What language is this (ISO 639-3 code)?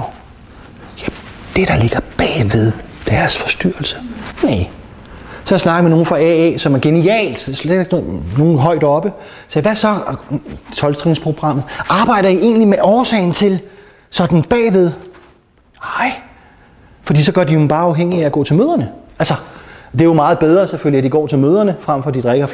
dan